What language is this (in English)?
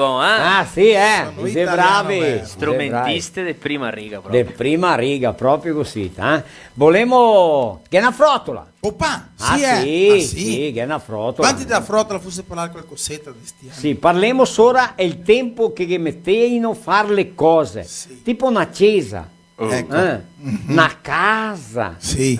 Venetian